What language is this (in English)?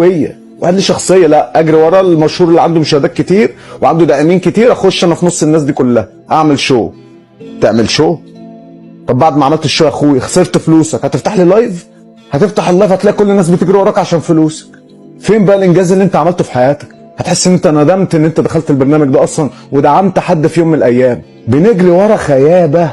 Egyptian Arabic